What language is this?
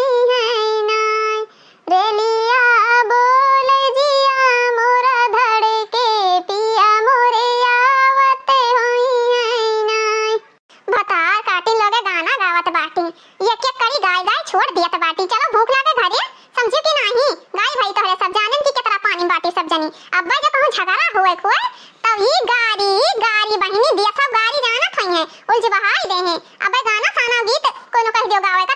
Awadhi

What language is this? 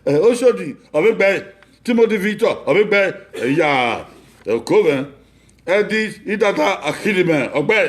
Bini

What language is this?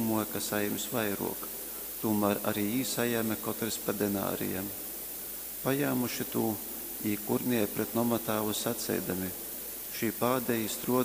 Latgalian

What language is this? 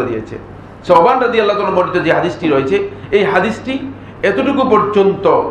Bangla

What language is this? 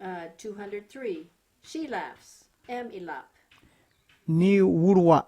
Kamasau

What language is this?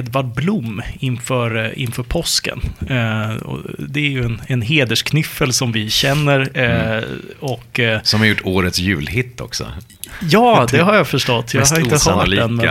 Swedish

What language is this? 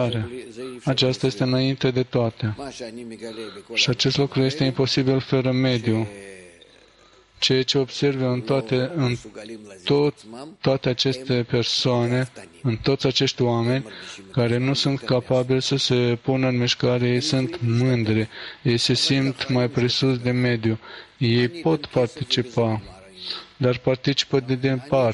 Romanian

